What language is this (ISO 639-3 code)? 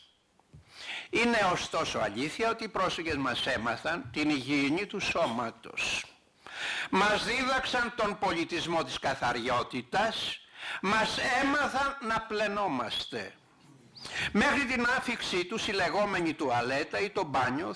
ell